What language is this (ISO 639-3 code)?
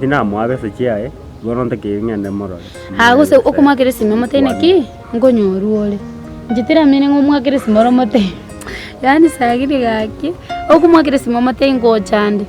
guz